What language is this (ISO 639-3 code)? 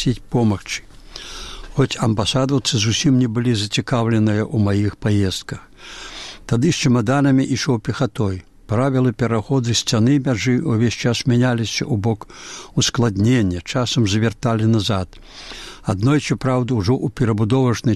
bel